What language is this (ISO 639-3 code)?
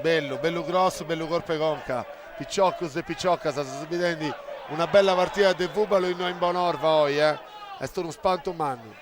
srd